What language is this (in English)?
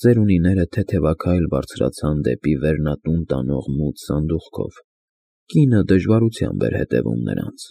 Armenian